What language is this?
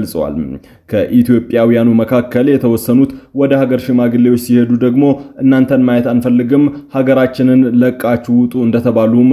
Amharic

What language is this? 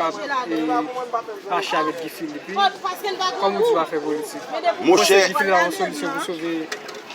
Haitian Creole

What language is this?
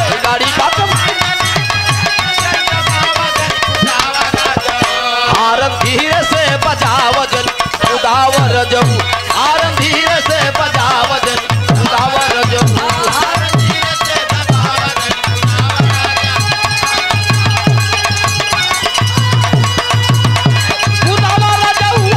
Bhojpuri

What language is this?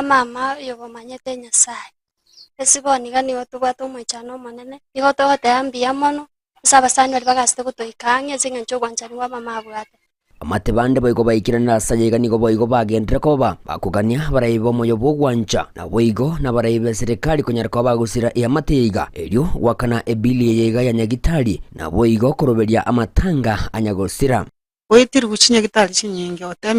Gusii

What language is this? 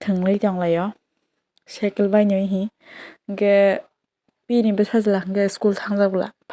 Kok Borok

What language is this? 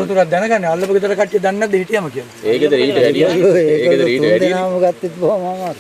Sinhala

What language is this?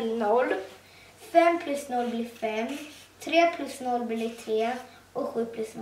Swedish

